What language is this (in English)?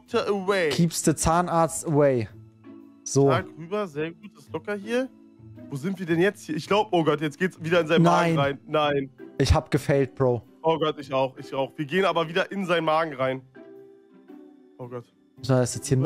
German